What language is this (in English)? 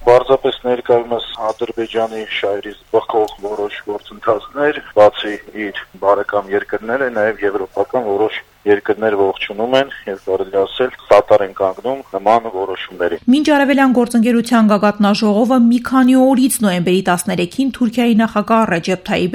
Armenian